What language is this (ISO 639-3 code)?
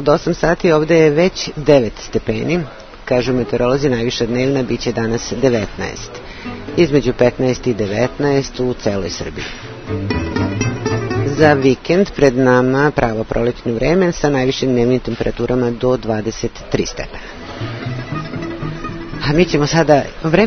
srp